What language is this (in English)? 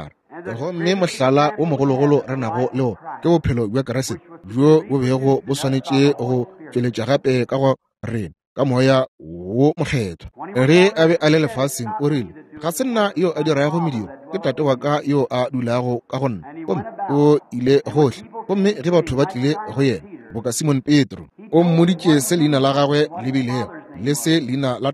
Northern Sotho